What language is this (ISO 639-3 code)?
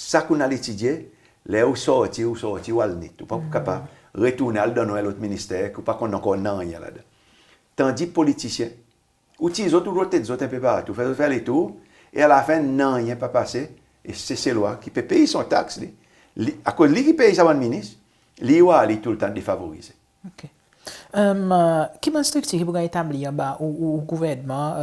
crs